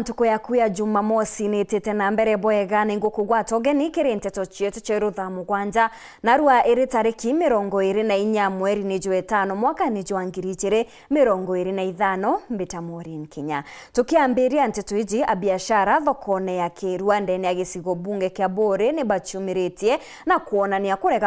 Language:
Meru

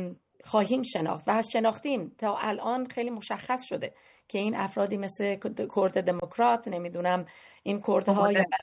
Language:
Persian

